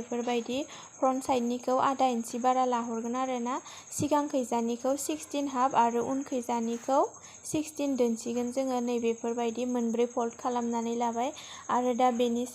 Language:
Bodo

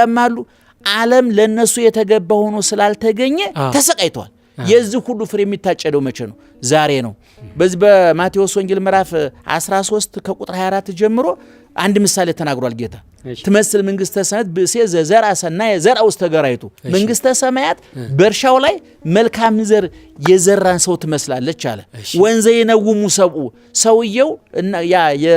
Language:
Amharic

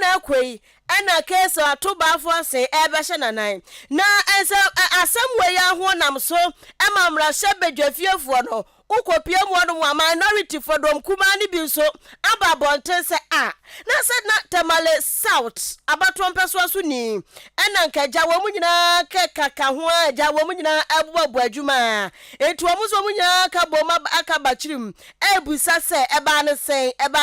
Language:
Akan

